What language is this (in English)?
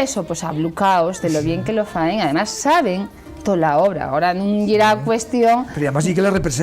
Asturian